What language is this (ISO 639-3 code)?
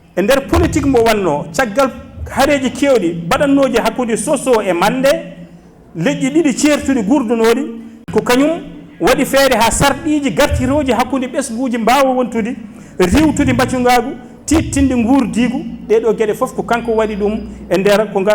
ful